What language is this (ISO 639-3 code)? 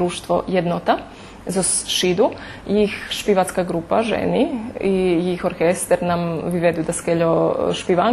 rue